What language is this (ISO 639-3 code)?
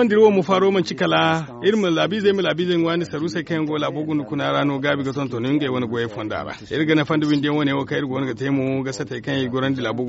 dje